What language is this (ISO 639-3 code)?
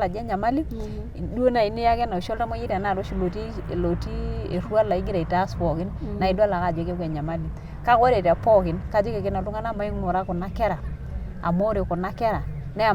mas